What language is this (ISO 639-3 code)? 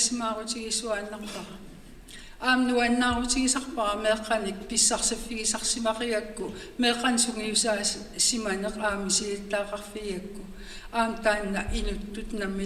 kal